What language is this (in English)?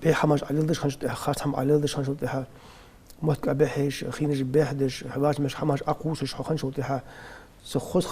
Ingush